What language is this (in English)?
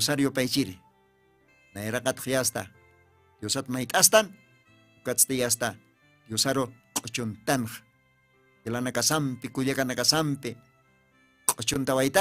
Aymara